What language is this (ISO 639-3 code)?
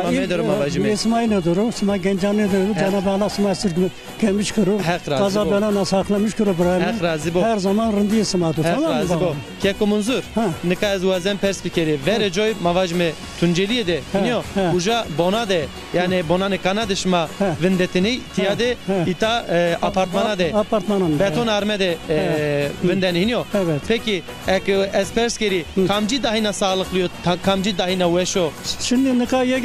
zza